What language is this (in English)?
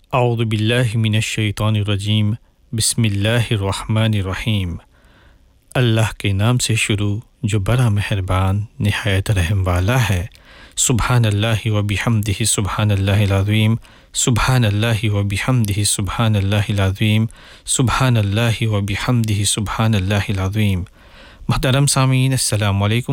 Urdu